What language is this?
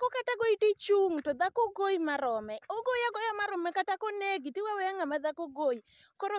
Luo (Kenya and Tanzania)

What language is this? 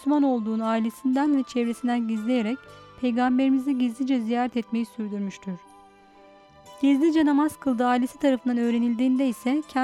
Turkish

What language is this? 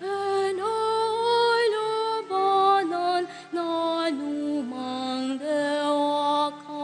Pampanga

